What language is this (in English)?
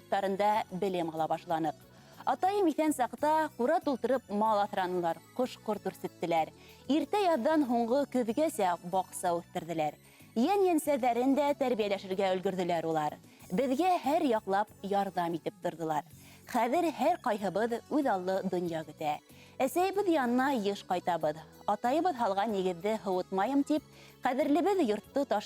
Bashkir